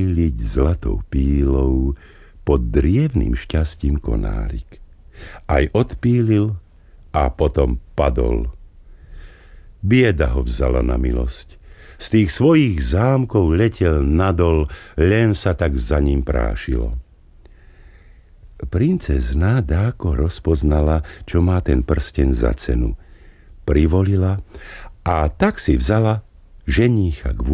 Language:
Slovak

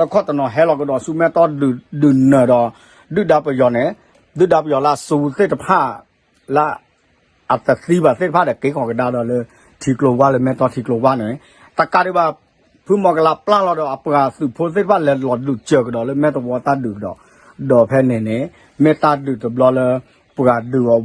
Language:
S'gaw Karen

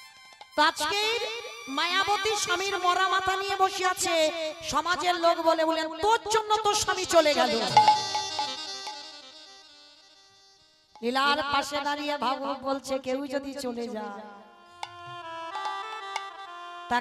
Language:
Bangla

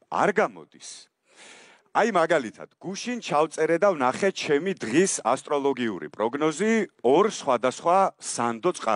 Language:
Georgian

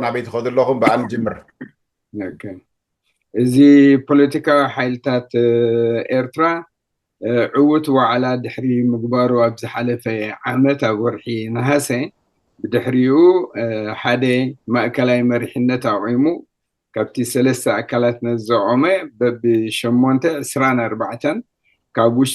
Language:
Tigrinya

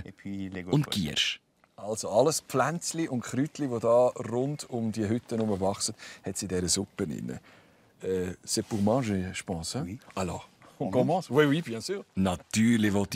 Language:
Swiss German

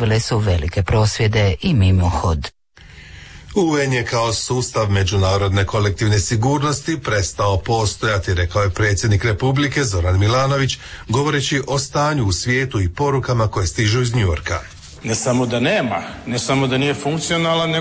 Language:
Croatian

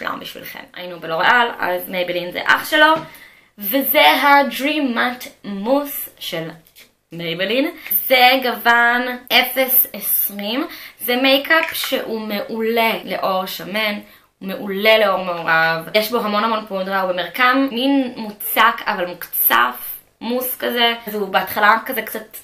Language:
Hebrew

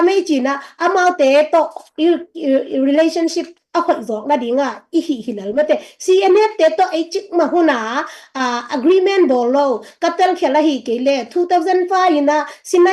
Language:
Tedim Chin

